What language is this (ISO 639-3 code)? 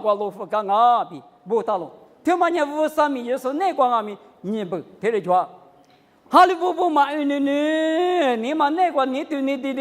lis